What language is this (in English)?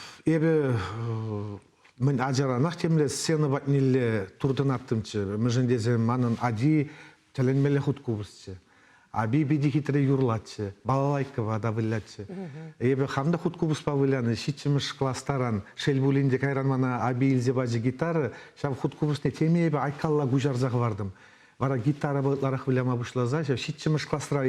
Chuvash